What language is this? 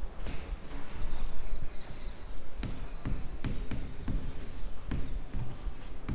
Gujarati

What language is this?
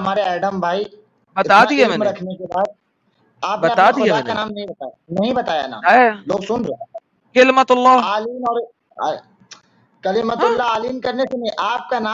Urdu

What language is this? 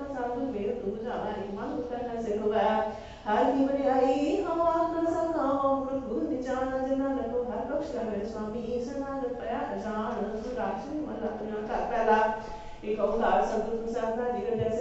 Punjabi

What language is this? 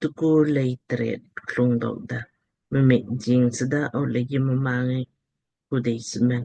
Lamkang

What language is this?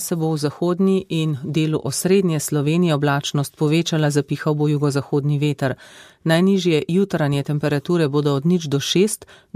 Slovenian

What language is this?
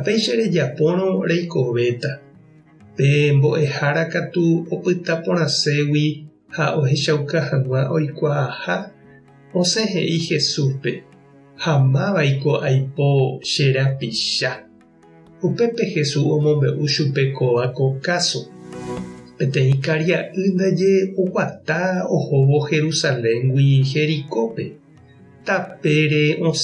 Guarani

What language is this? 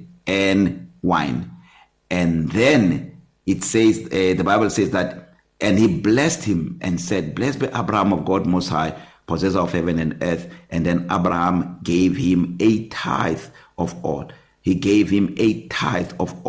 English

